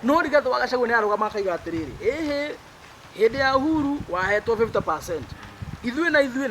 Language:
Kikuyu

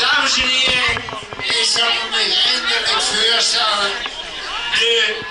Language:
Limburgish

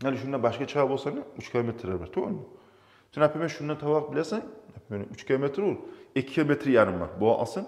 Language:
Kumyk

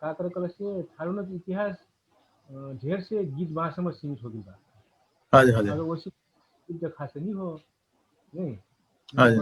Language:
Dangaura Tharu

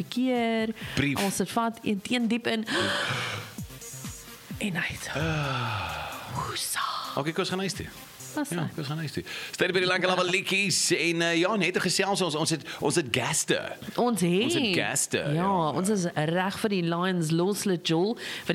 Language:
Afrikaans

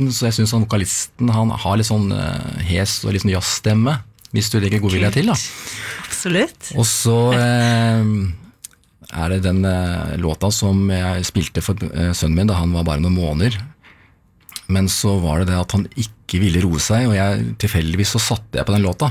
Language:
Norwegian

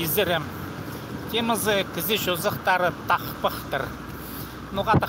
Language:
Khakas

